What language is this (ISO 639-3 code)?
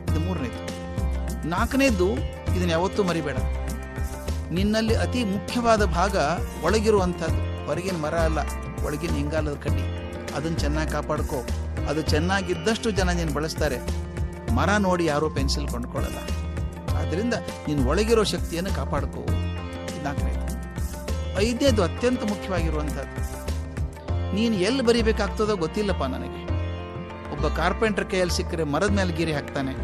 kan